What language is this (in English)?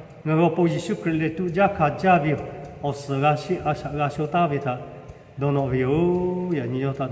Lahu